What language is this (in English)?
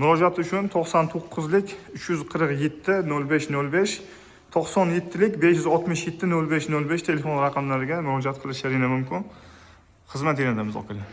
Uzbek